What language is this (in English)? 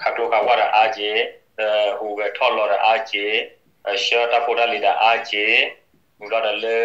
S'gaw Karen